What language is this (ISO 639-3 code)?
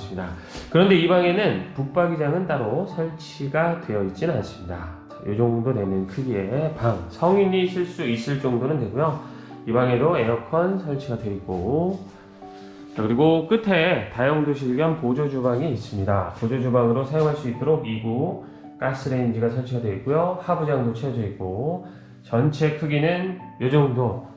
kor